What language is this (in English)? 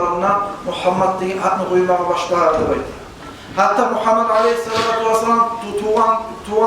Kumyk